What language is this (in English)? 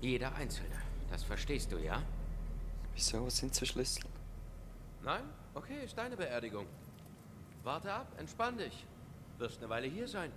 Swiss German